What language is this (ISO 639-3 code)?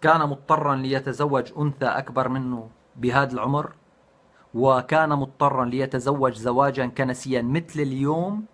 apc